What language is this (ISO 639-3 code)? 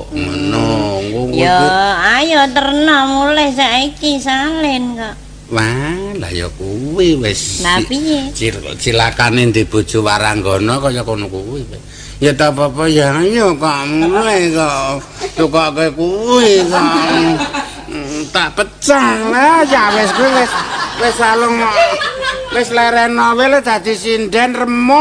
jav